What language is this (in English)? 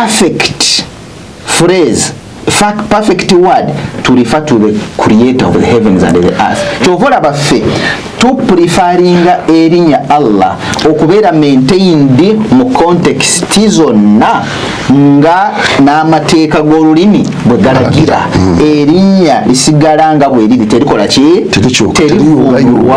Ganda